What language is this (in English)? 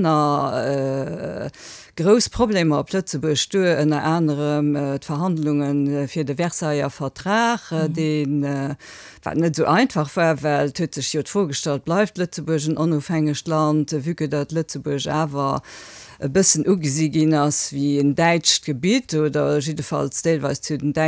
Luxembourgish